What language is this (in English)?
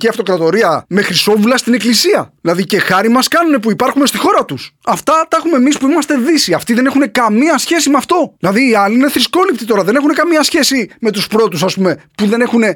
Greek